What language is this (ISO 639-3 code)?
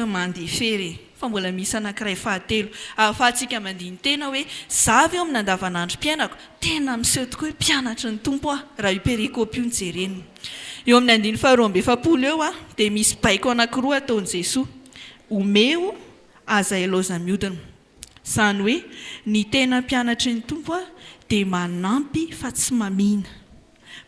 mlg